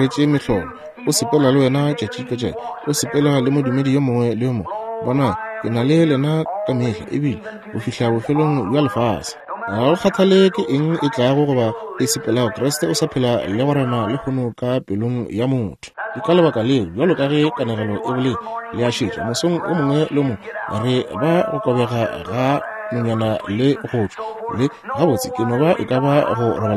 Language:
Northern Sotho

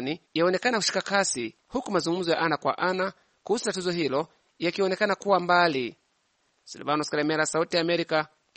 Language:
Swahili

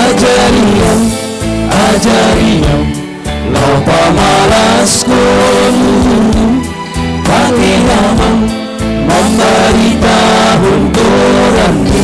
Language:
Batak Simalungun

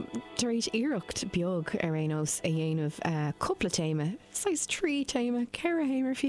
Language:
Irish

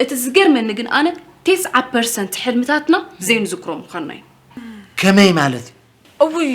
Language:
Tigrinya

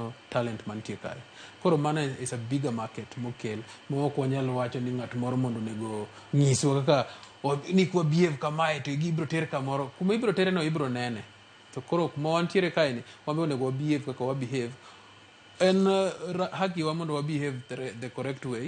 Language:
Luo (Kenya and Tanzania)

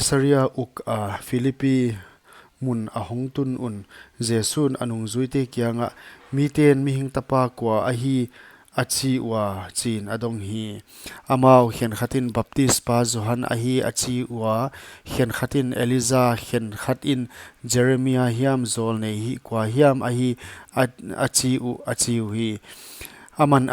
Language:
Paite Chin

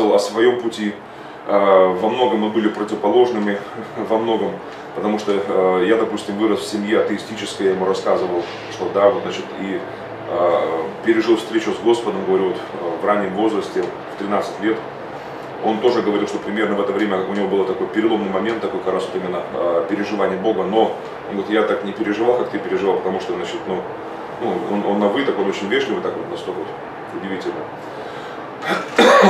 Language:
Russian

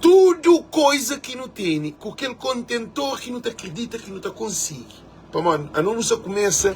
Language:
Kabuverdianu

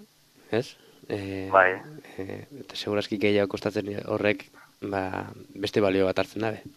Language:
Basque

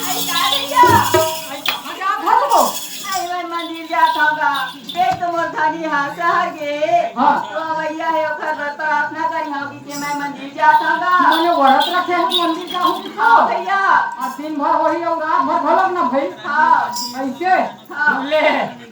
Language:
Chhattisgarhi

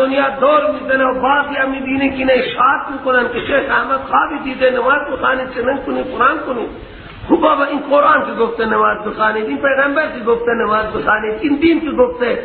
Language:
Persian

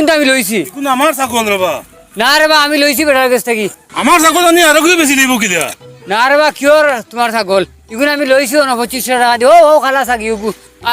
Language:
Sylheti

